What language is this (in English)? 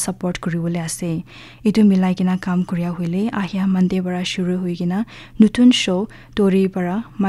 Naga Pidgin